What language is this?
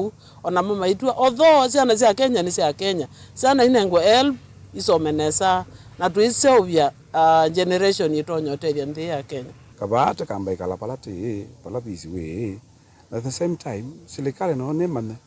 Kamba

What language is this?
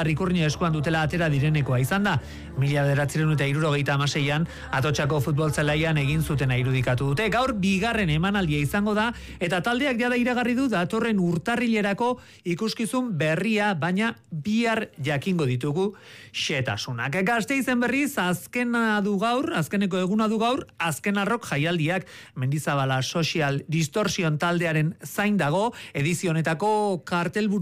Basque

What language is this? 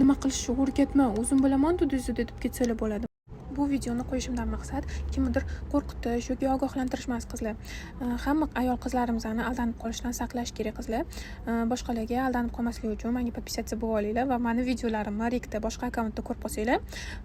Uzbek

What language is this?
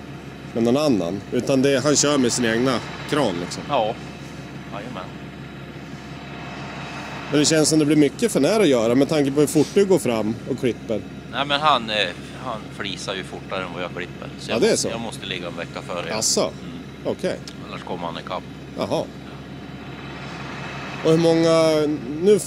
Swedish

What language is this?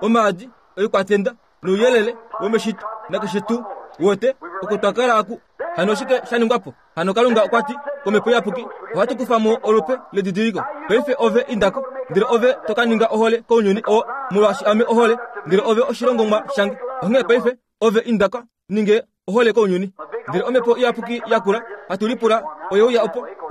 Kuanyama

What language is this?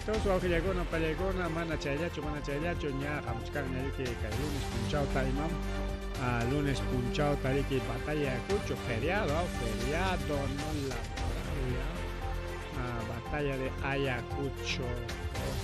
Ayacucho Quechua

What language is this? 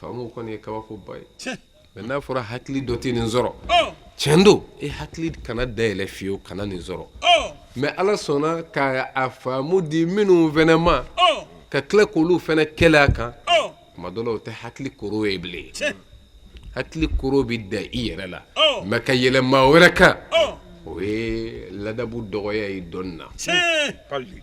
Bambara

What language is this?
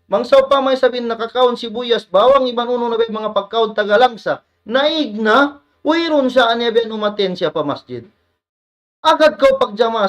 Tausug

